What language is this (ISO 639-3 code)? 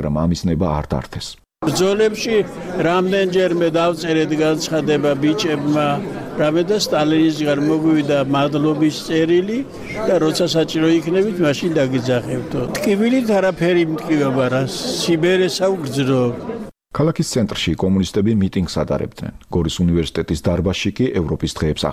kat